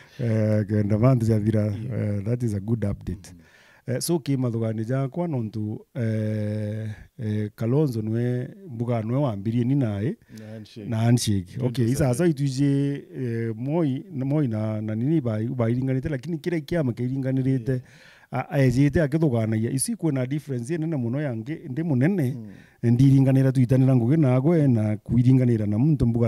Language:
Meru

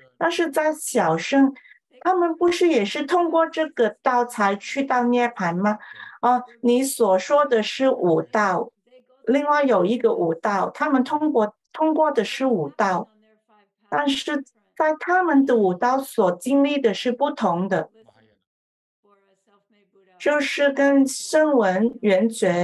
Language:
Chinese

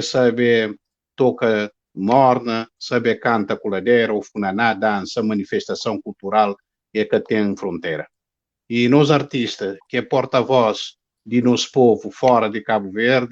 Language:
Kabuverdianu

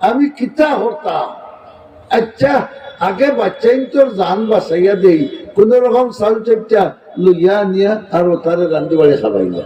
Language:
Sylheti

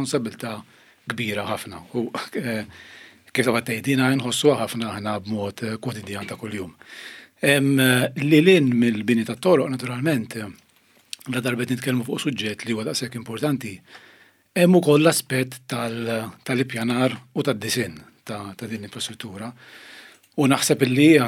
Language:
Maltese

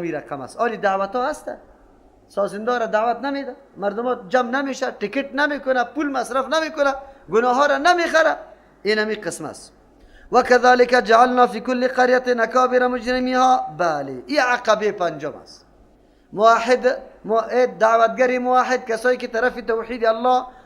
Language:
Persian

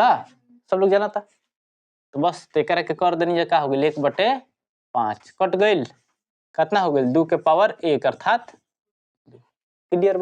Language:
Bhojpuri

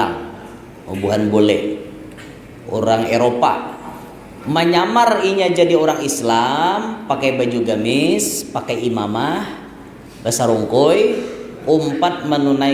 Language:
Banjar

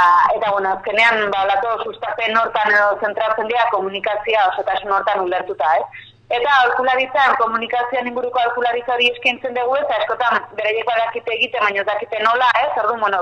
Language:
Basque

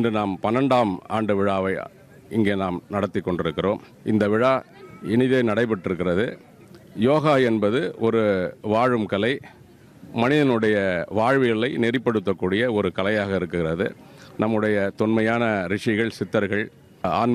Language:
Tamil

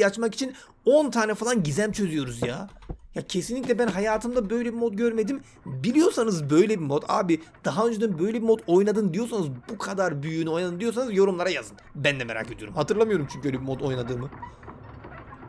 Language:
Turkish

